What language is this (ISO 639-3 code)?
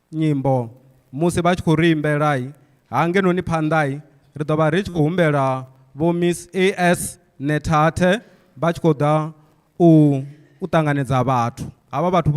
ven